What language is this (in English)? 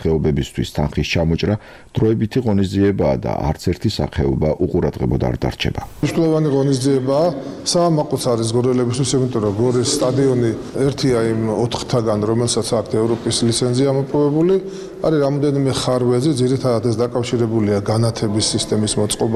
Georgian